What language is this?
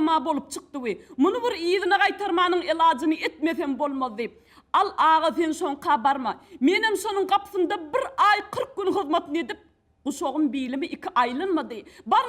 Turkmen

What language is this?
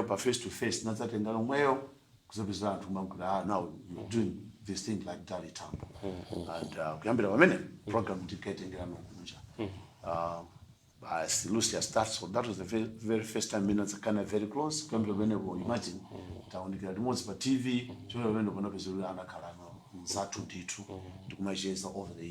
Nyanja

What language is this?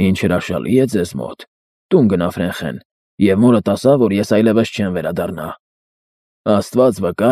Armenian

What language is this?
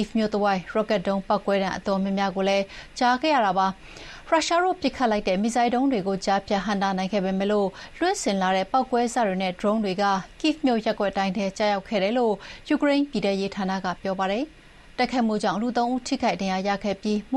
Burmese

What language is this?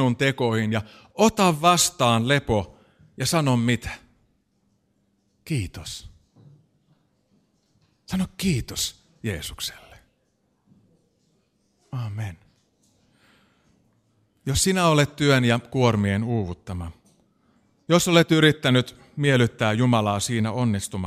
Finnish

